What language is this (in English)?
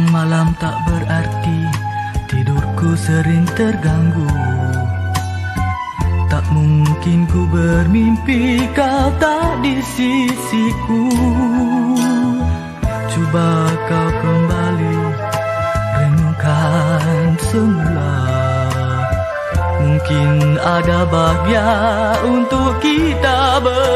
Malay